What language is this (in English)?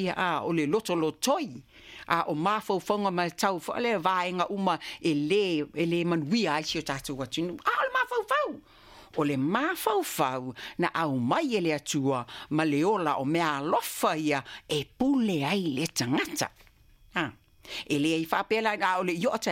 Samoan